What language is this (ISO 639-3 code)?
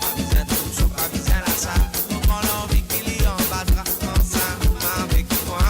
mfe